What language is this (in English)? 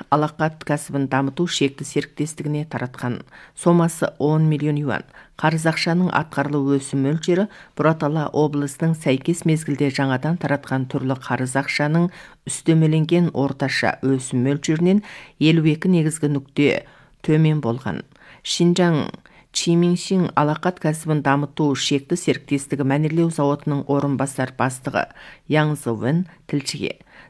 Kazakh